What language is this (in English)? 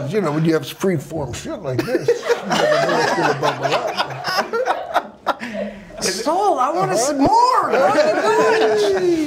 English